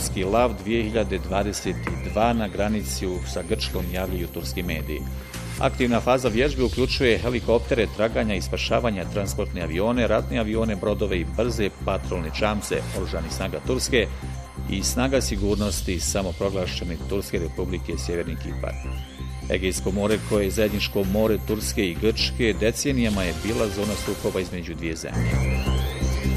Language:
Bosnian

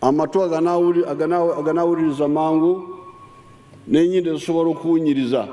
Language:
Ganda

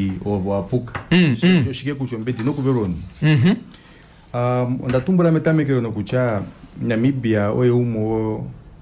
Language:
Kuanyama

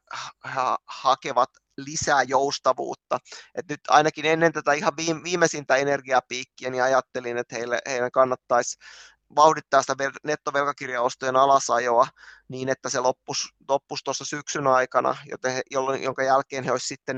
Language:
Finnish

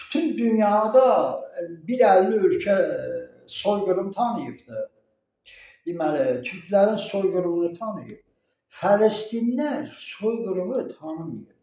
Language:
Azerbaijani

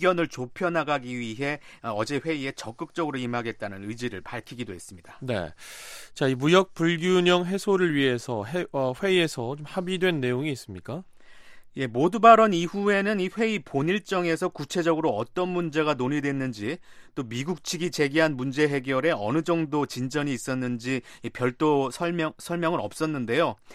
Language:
Korean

